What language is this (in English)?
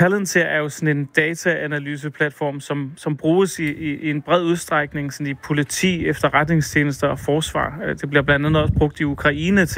Danish